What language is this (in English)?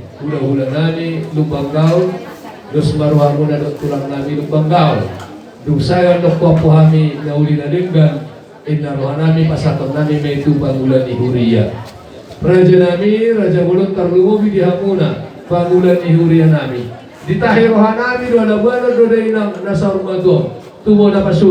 Batak Toba